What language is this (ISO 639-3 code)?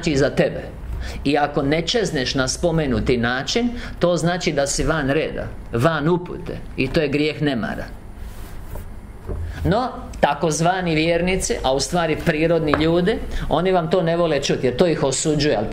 hrv